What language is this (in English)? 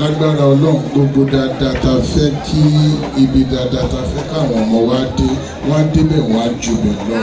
Yoruba